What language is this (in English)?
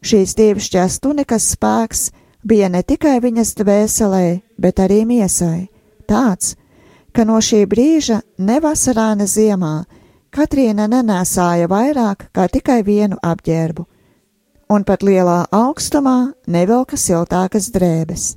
Latvian